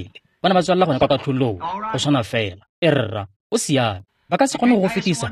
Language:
Tswana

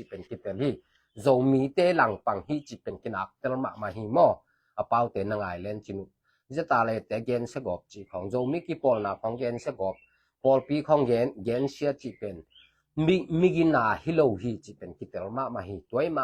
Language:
Tedim Chin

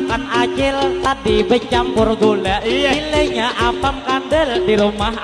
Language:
Banjar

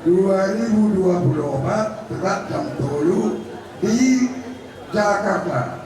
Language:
Batak Toba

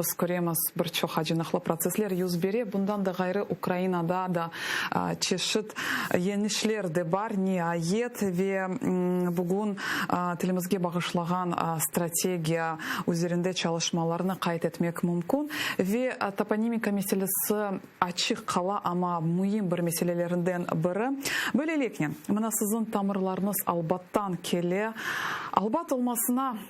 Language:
Crimean Tatar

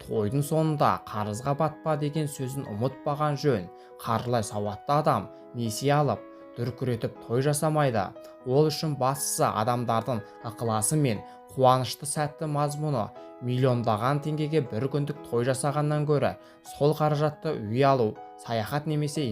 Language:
Kazakh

